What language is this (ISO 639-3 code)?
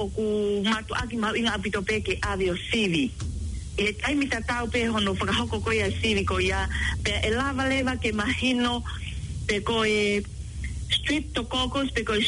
ton